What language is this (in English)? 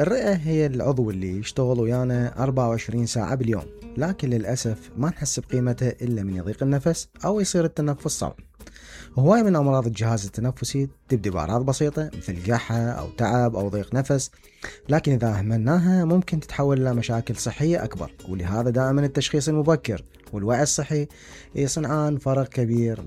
Mesopotamian Arabic